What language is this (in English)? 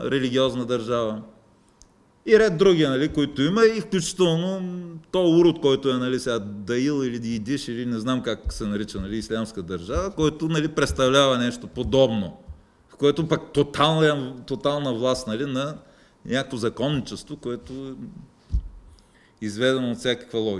Bulgarian